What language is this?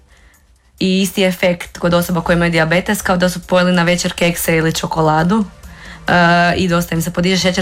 Croatian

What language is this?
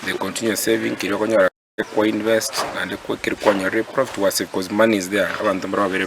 Gusii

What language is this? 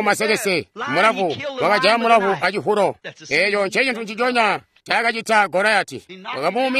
Tonga (Zambia)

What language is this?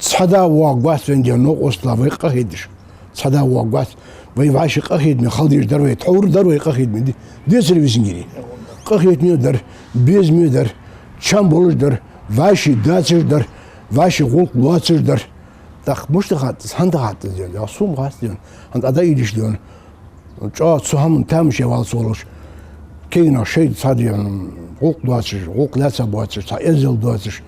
Ingush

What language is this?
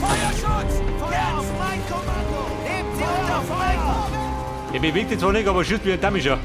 Bavarian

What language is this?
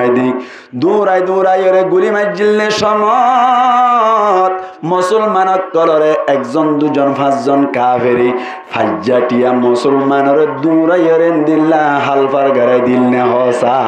Rohingya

